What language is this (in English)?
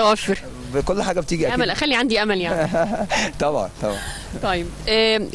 Egyptian Arabic